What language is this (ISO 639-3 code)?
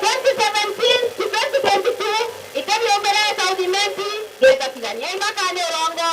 mer